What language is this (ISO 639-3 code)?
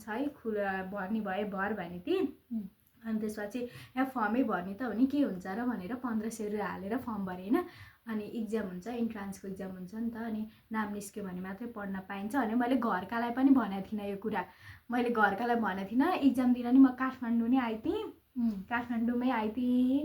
nep